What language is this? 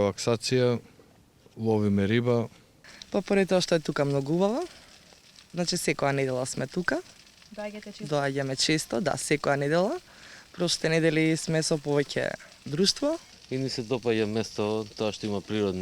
Macedonian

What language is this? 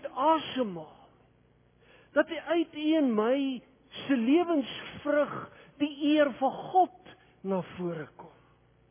Afrikaans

